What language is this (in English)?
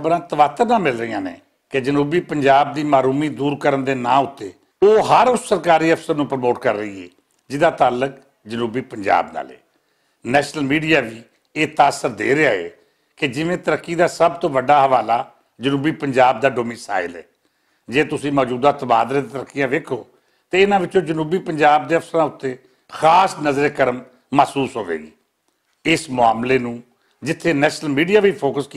Western Panjabi